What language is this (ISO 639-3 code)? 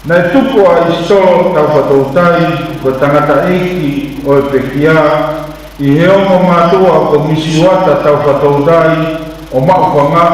ton